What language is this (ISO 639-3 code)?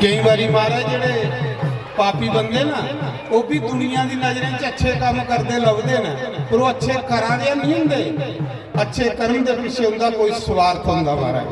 doi